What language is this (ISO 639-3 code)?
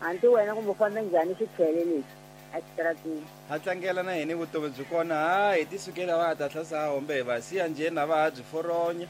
tso